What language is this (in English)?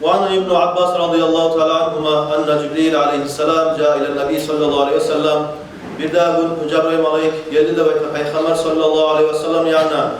Kumyk